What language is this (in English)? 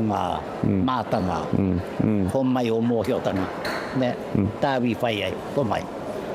Māori